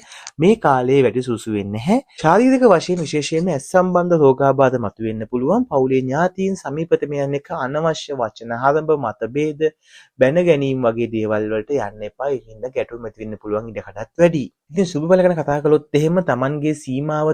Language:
Sinhala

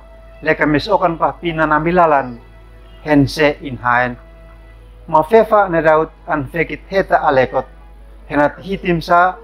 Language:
Uab Meto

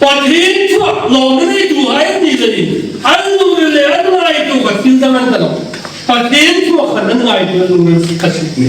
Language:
Hmar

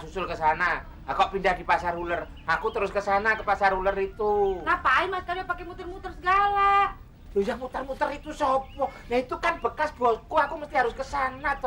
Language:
Betawi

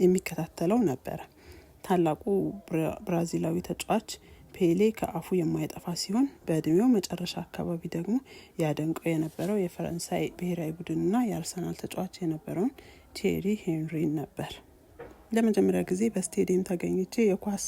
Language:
Amharic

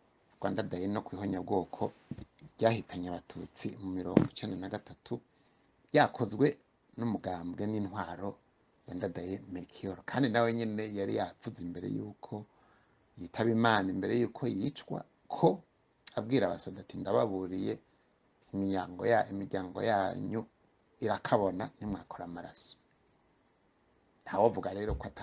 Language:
Rundi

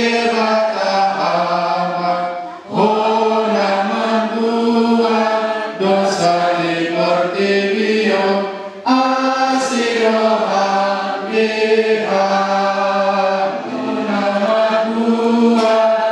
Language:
Batak Toba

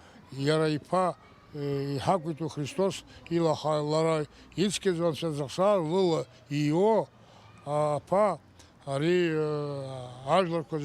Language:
Abkhazian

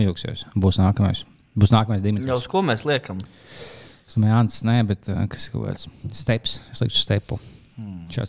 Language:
Latvian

